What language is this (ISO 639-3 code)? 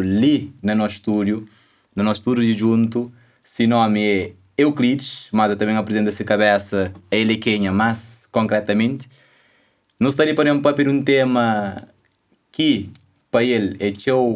kea